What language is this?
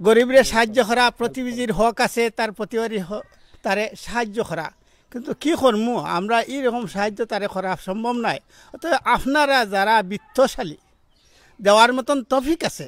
Sylheti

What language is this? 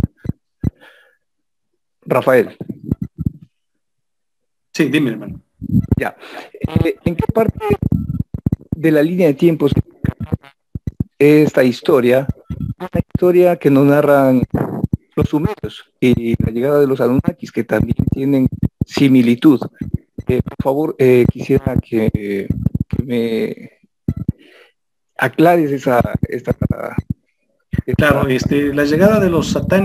Spanish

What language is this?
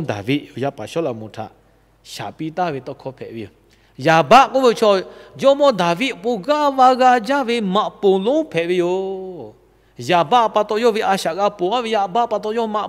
Lahu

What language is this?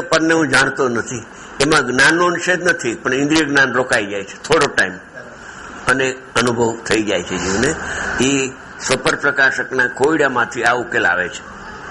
Gujarati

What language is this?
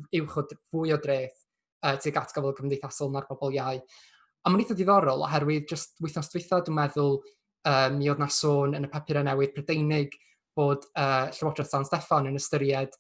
Welsh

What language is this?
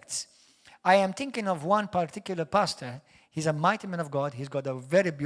English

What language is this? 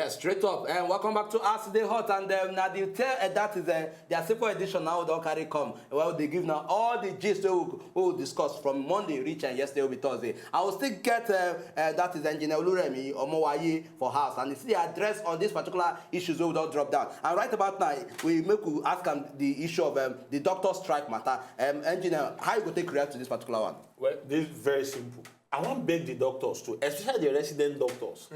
Nigerian Pidgin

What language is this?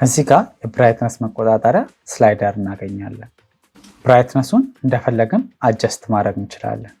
Amharic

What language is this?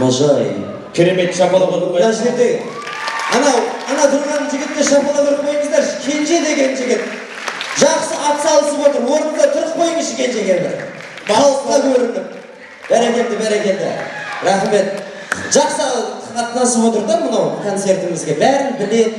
Kara-Kalpak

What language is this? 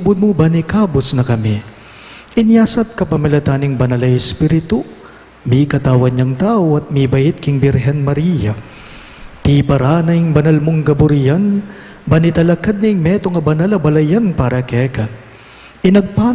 Pampanga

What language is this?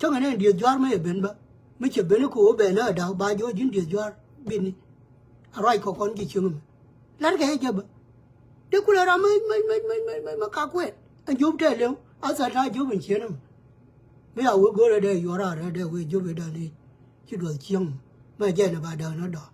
Nuer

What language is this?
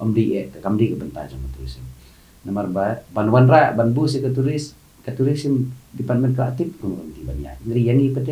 Khasi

